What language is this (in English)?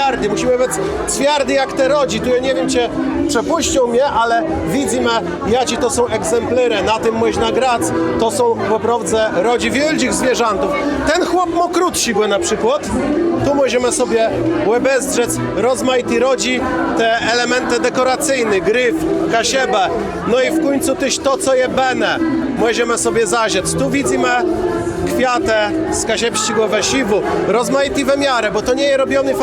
Kashubian